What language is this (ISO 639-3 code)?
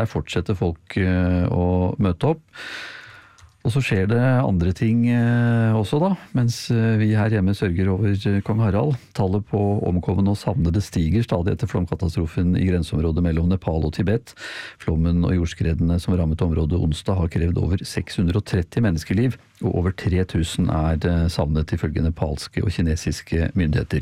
nor